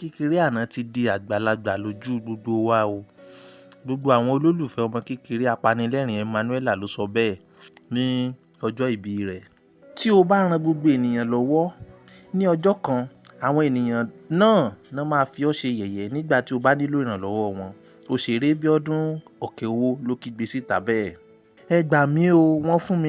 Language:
Yoruba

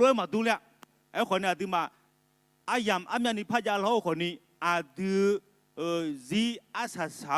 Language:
Akha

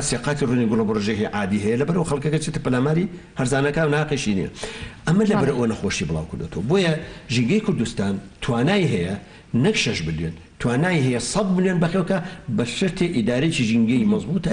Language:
Central Kurdish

